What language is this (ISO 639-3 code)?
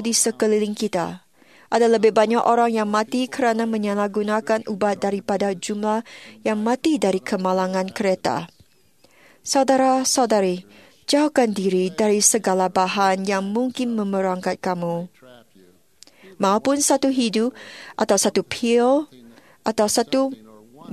msa